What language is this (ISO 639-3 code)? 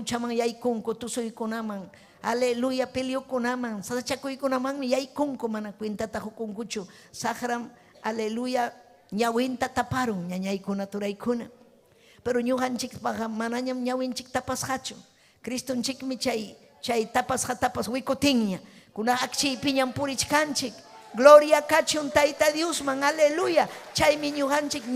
quy